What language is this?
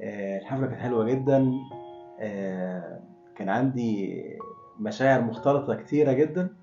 Egyptian Arabic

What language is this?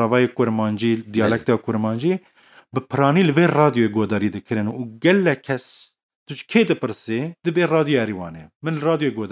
Kurdish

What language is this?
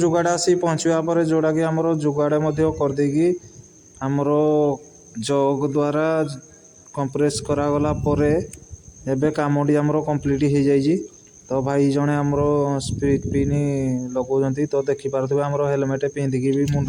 Odia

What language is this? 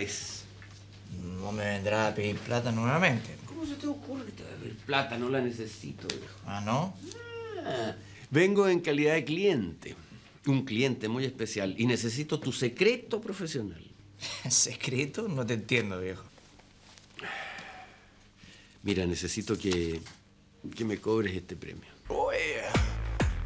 Spanish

